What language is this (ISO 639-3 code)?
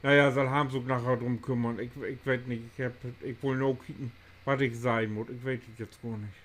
nds